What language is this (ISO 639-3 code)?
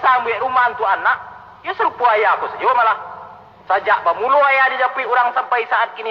min